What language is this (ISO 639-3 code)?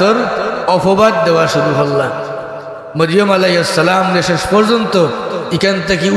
syl